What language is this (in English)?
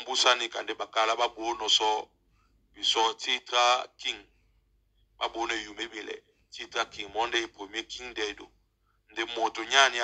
Duala